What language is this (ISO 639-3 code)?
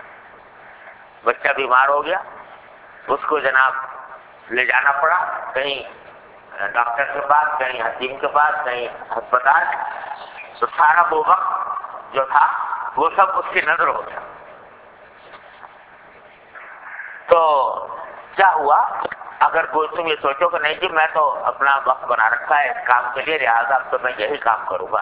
urd